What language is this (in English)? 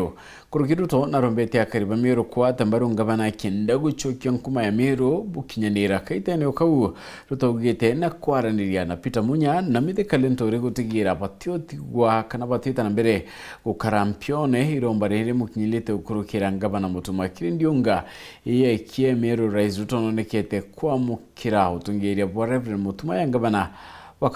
Meru